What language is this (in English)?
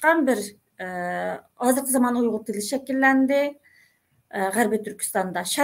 Uyghur